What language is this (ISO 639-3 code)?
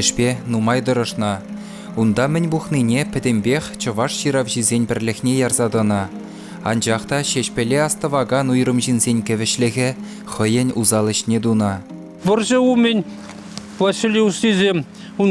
chv